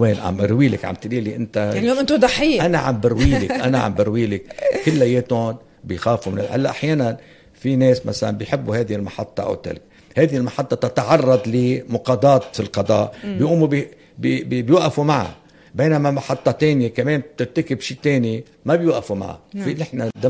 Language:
North Levantine Arabic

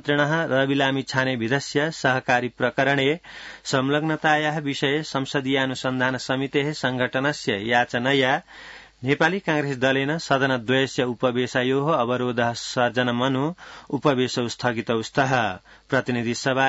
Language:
Sanskrit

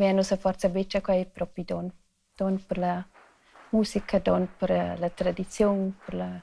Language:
Romansh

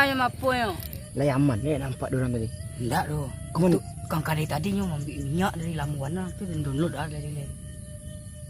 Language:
Minangkabau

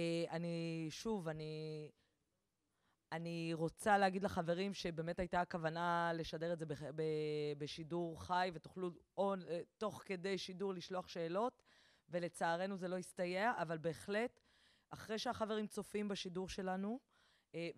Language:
Hebrew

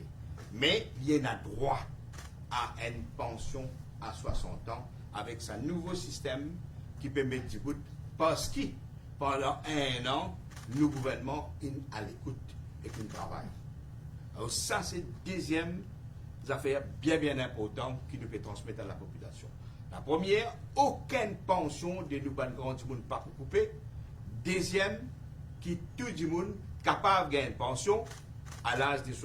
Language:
Morisyen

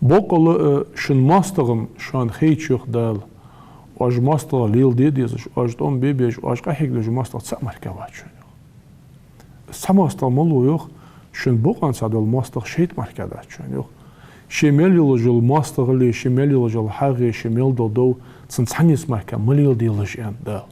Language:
Ingush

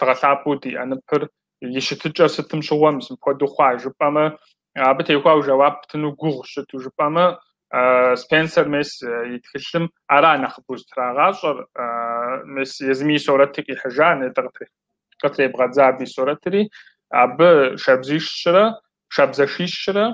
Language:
Kabardian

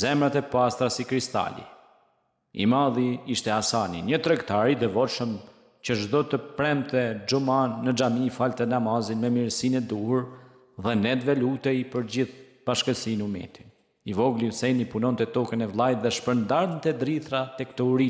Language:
Albanian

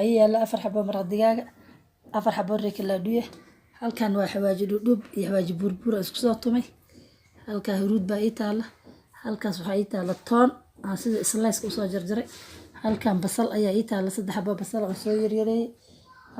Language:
Somali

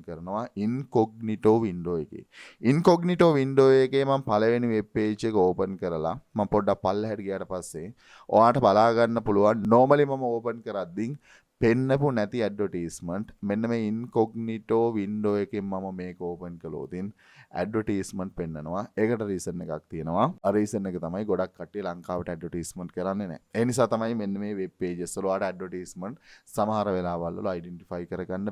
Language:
Sinhala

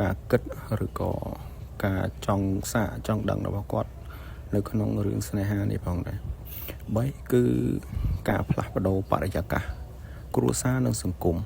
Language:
Khmer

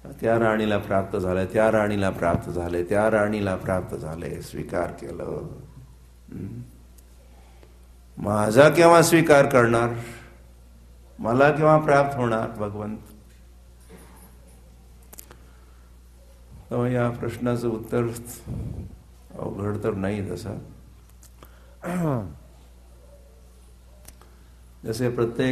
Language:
Marathi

